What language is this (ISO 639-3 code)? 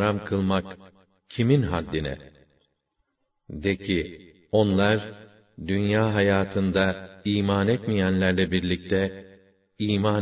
tur